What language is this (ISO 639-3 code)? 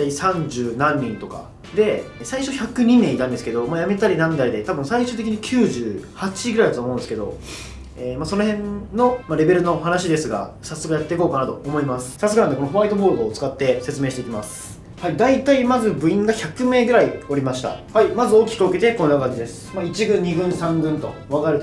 jpn